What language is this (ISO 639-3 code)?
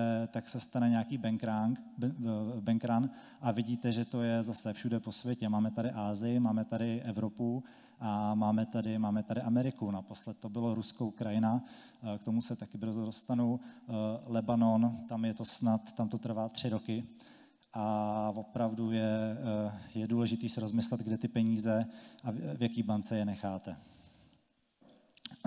ces